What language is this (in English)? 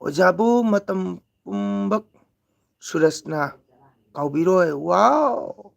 Manipuri